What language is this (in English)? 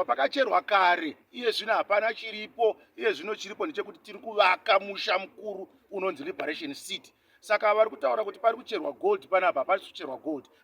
Shona